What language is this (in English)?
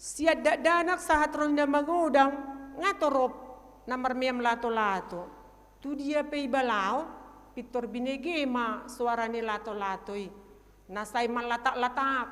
Batak Toba